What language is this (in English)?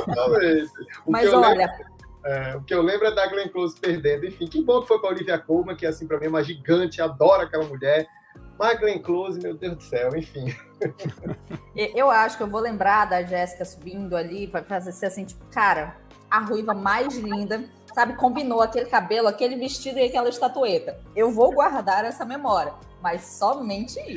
Portuguese